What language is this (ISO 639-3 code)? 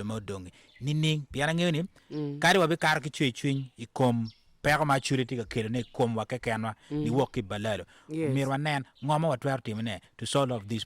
ach